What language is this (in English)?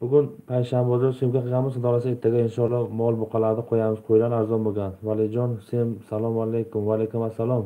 Tajik